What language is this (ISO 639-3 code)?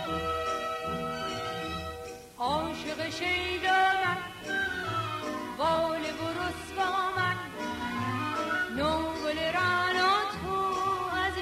fas